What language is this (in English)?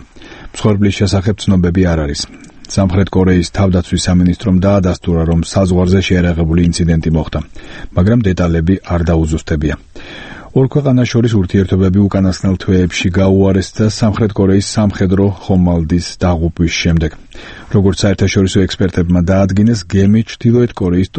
Georgian